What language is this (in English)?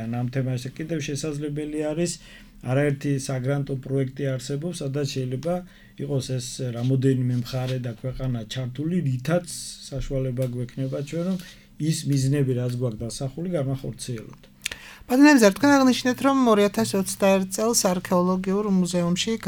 Georgian